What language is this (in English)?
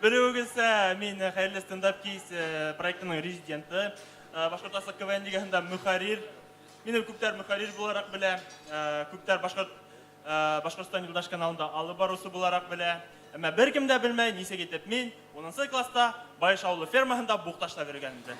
Bashkir